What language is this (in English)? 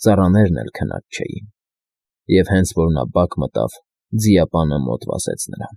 Armenian